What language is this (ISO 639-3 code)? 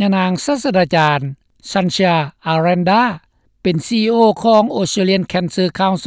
lao